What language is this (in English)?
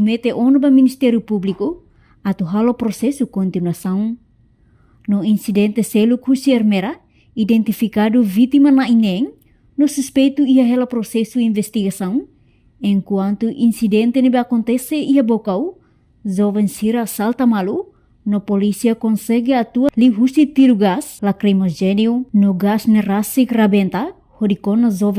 Tetum